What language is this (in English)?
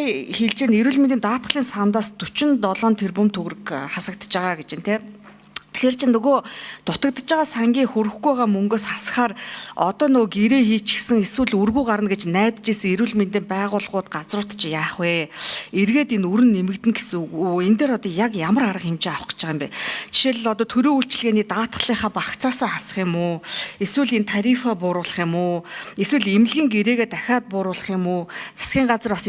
Mongolian